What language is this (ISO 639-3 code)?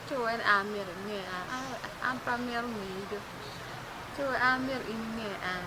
ach